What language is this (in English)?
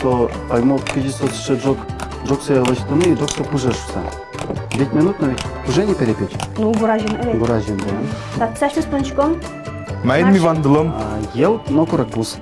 Udmurt